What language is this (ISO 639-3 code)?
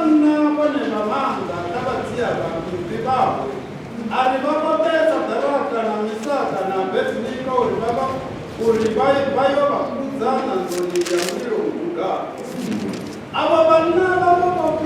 ven